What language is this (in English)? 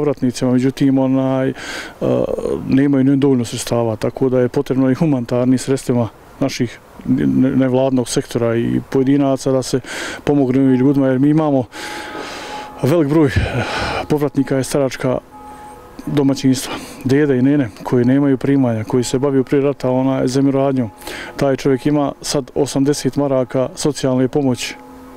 Bosnian